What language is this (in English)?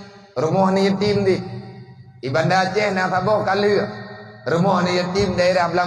Achinese